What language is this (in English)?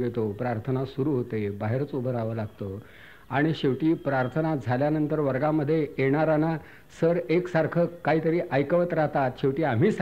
Marathi